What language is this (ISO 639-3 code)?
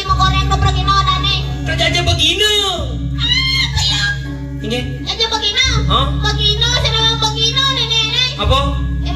ban